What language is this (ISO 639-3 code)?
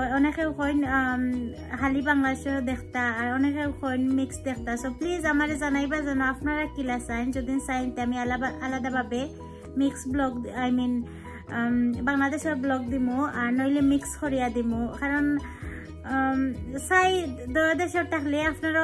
syl